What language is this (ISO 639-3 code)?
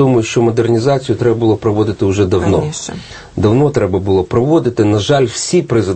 ukr